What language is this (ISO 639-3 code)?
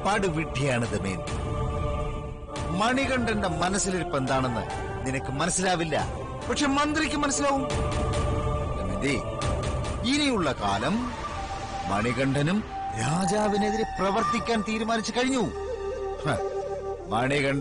mal